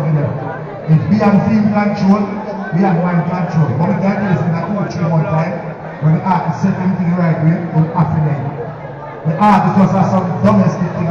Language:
Jamaican Creole English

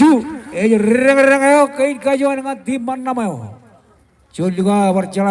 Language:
Marshallese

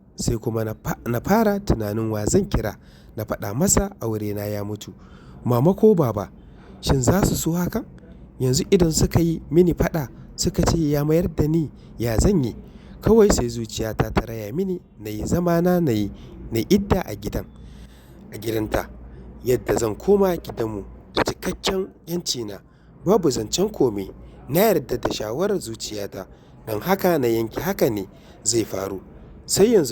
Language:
Hausa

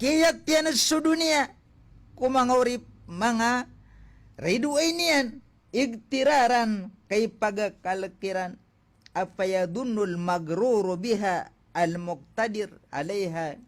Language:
Maranao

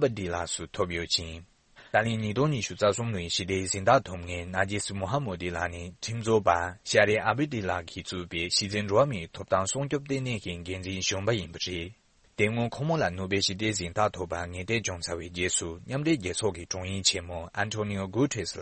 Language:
Tibetan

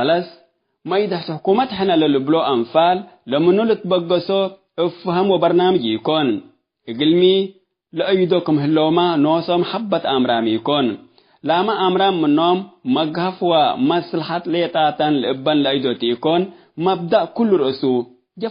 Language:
Tigre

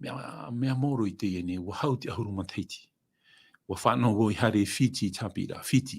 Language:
Tahitian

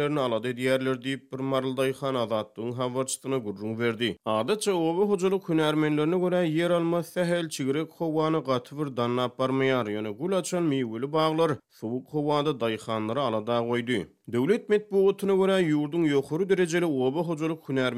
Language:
Turkmen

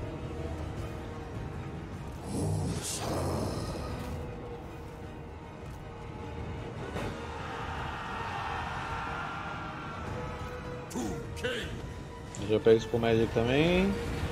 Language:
Portuguese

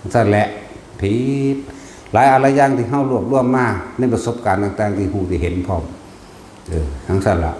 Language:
Northeastern Thai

